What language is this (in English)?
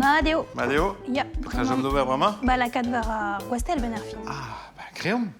Breton